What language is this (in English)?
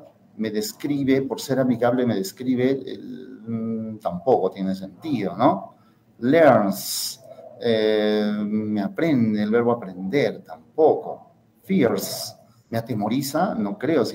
Spanish